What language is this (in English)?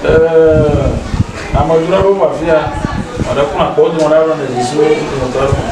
Ewe